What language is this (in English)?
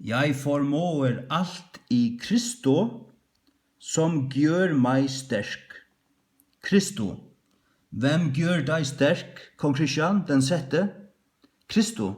Faroese